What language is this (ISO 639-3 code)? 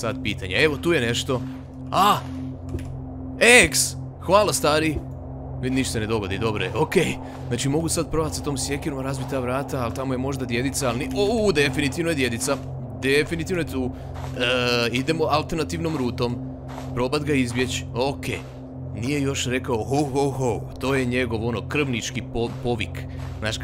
hrv